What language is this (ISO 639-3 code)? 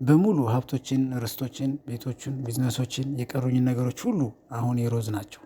amh